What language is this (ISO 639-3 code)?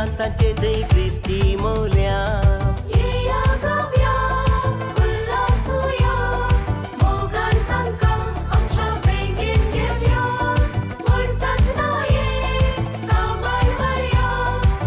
kok